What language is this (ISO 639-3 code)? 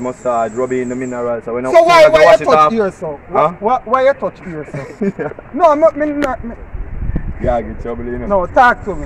jam